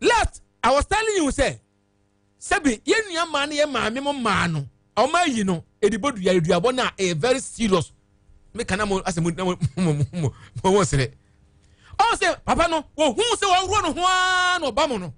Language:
Akan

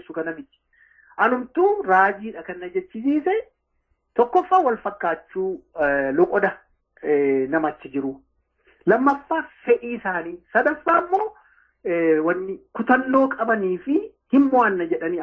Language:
Oromo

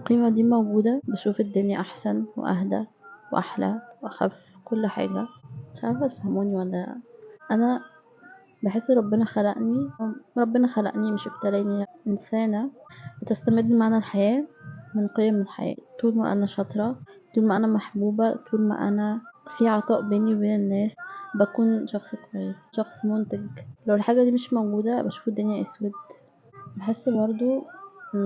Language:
Egyptian Arabic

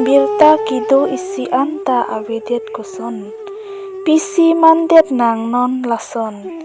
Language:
Karbi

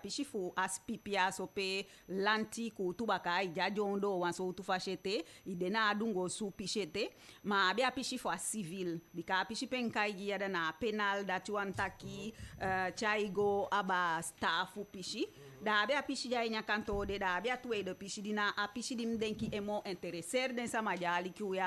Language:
Eastern Maroon Creole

